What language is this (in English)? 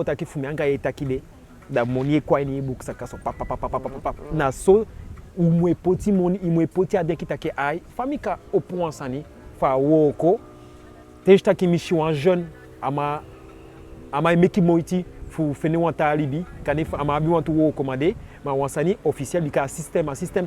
Eastern Maroon Creole